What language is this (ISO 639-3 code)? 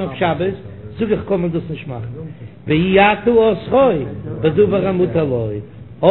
yid